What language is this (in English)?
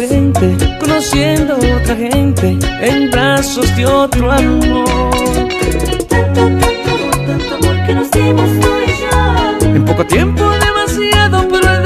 Spanish